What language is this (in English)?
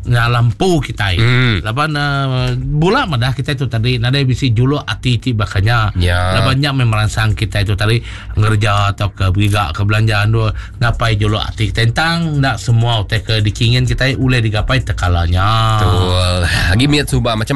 Iban